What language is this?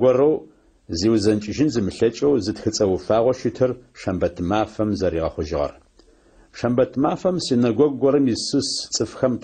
Adyghe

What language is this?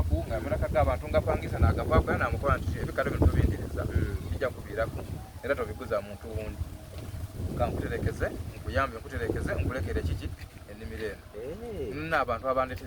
Soga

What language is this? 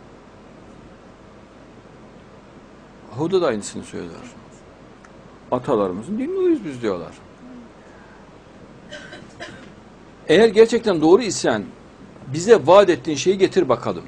Turkish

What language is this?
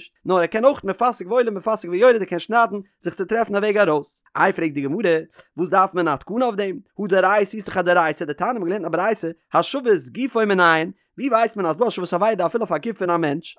Yiddish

